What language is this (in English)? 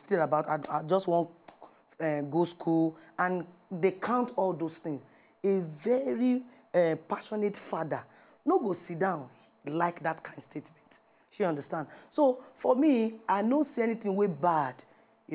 Nigerian Pidgin